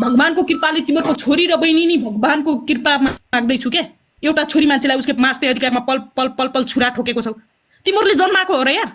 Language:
Nepali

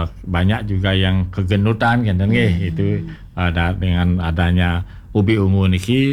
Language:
Balinese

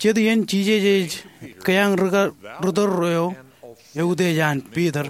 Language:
Marshallese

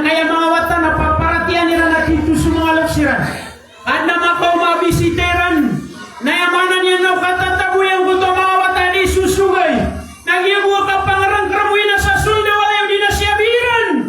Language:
Maranao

